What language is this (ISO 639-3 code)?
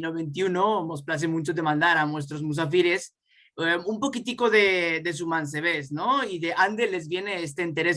lad